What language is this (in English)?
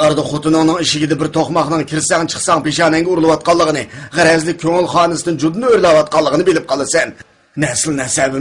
Uyghur